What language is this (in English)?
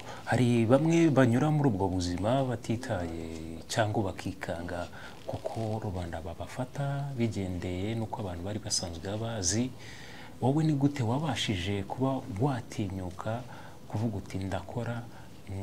Kinyarwanda